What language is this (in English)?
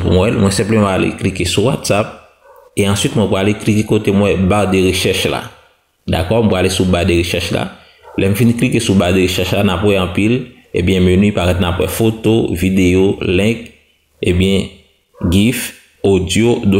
Haitian Creole